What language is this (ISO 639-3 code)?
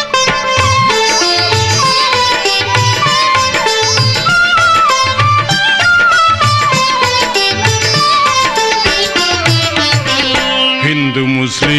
tam